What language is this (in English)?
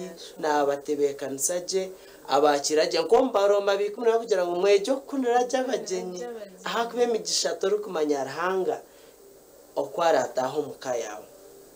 Nyankole